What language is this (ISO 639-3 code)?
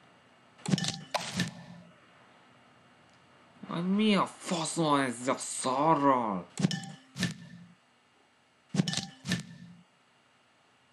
hun